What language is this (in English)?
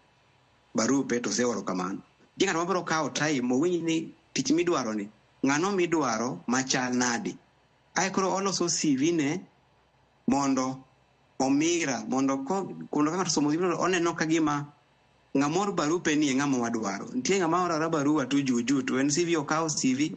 Luo (Kenya and Tanzania)